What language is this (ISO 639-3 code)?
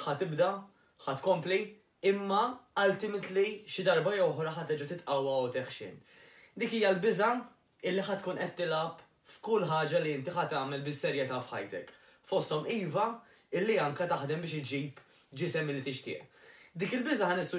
mlt